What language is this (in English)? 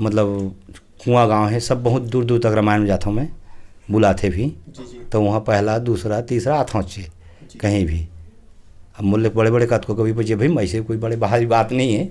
Chhattisgarhi